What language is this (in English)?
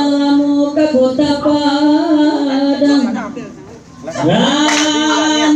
Minangkabau